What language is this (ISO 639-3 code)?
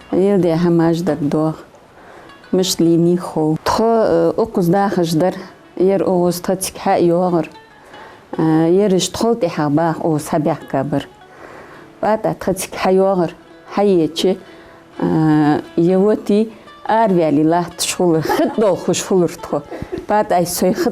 inh